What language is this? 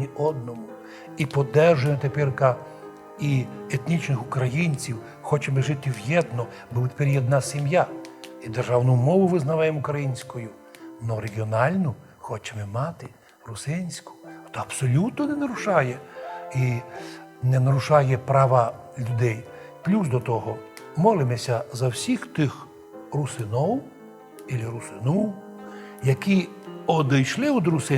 Rusyn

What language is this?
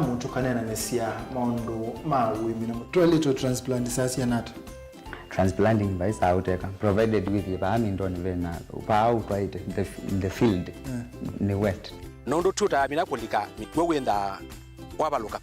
Kamba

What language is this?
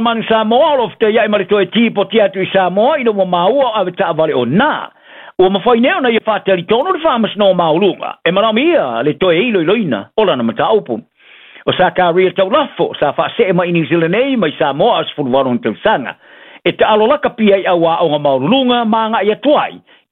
Samoan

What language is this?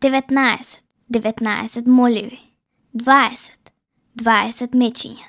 Macedonian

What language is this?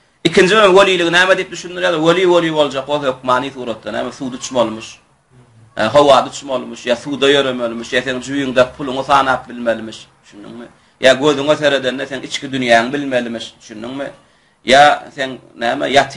Turkmen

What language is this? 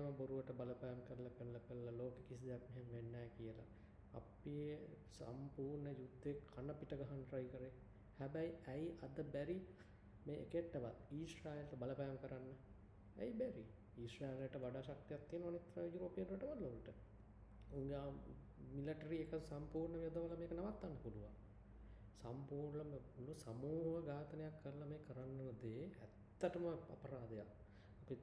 Sinhala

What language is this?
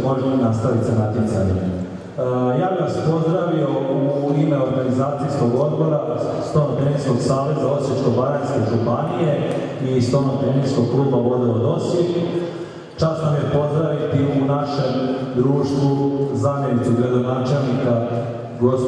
Croatian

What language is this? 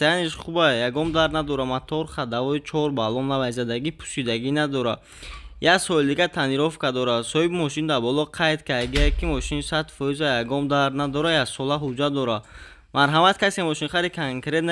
Tajik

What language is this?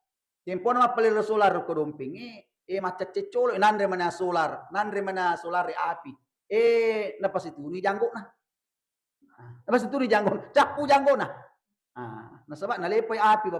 Buginese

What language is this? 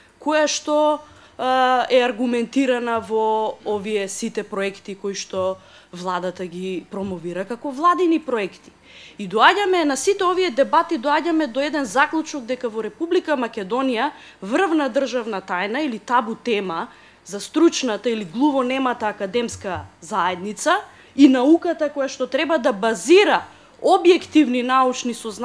Macedonian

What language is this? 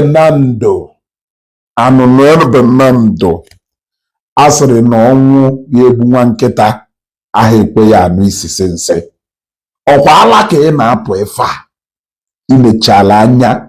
Igbo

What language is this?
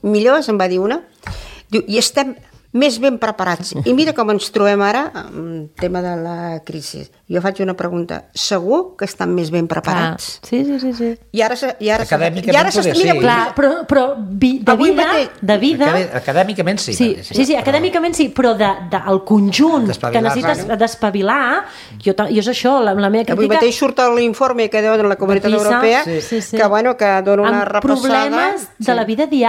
Catalan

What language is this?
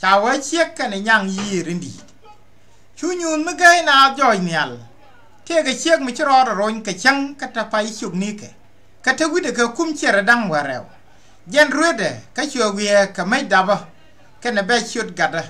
Nuer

